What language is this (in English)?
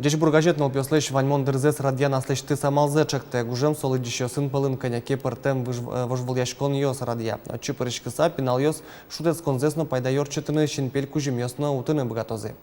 Udmurt